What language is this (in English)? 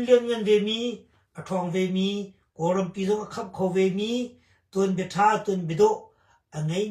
Hakha Chin